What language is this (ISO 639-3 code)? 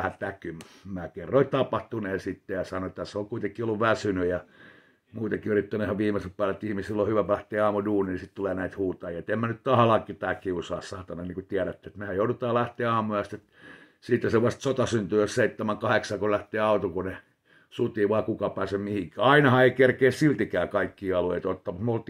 fin